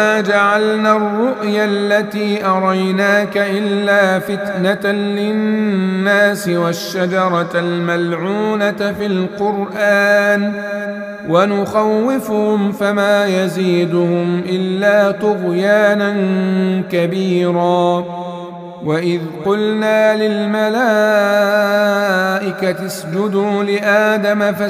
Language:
Arabic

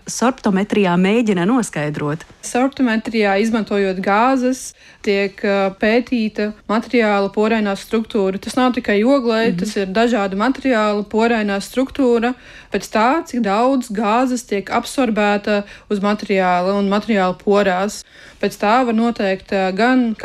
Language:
Latvian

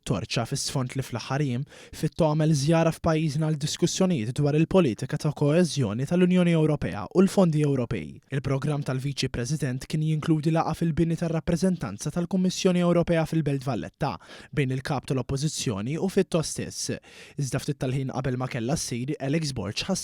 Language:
Maltese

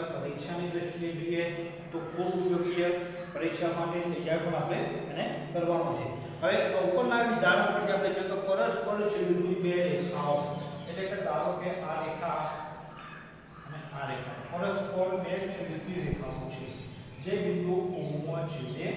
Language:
Gujarati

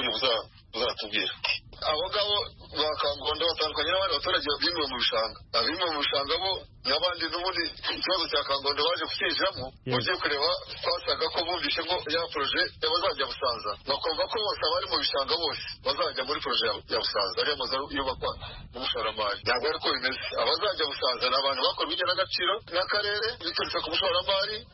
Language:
Kinyarwanda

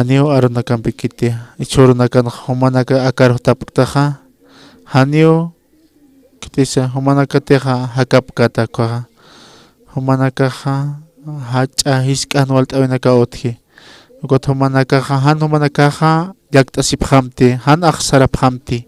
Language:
Aymara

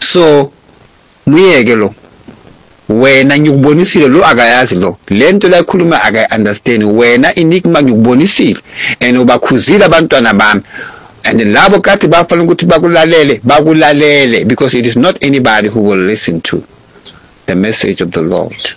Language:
Zulu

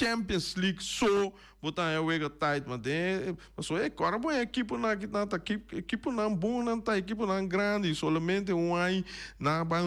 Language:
Papiamento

